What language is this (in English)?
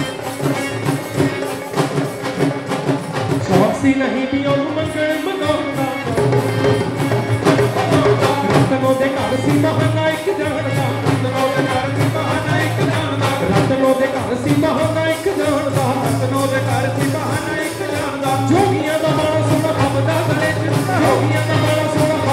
Punjabi